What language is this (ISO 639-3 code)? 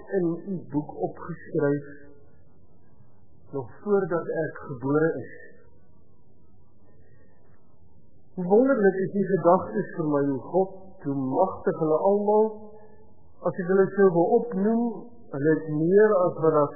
afr